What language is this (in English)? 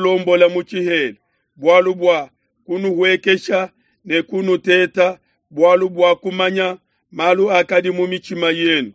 Luba-Lulua